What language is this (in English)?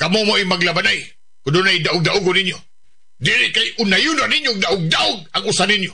Cebuano